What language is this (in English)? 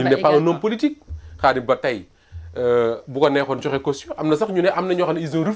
Wolof